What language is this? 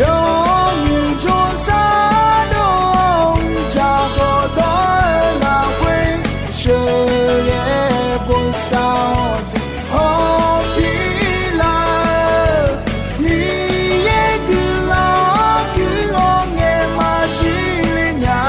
Akha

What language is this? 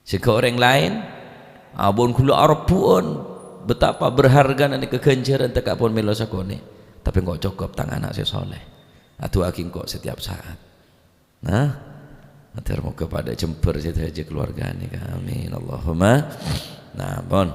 Madurese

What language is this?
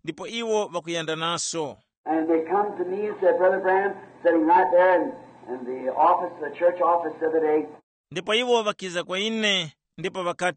Tumbuka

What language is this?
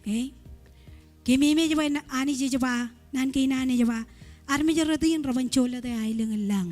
Marshallese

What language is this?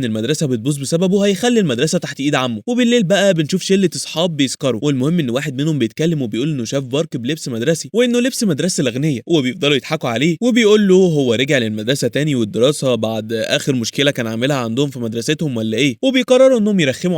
Egyptian Arabic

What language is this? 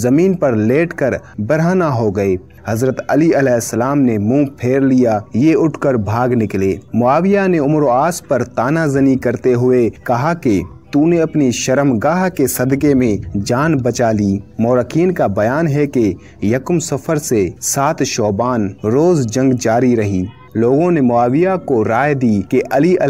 Urdu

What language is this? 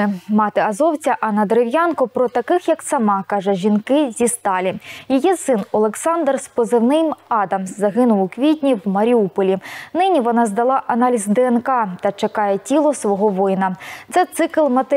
Ukrainian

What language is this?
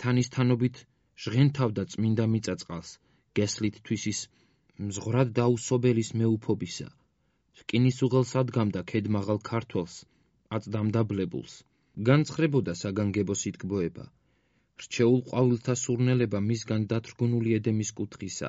Georgian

